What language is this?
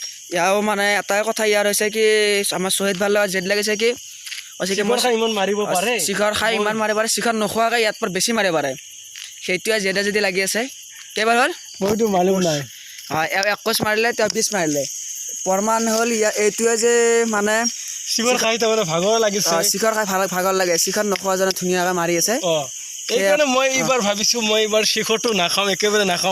Assamese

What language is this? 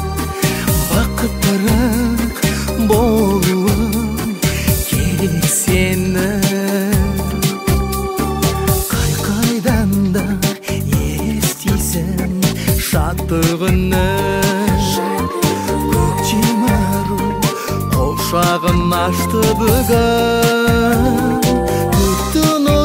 Kazakh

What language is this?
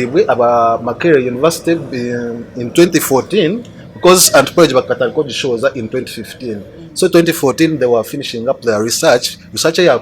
Nyankole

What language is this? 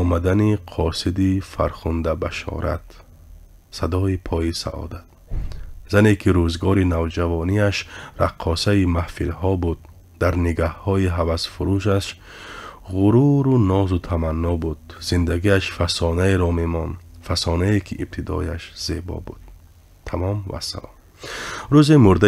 Tajik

